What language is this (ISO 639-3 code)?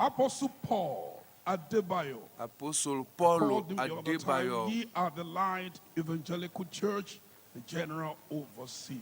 ewe